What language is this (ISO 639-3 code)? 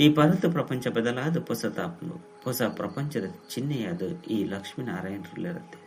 tcy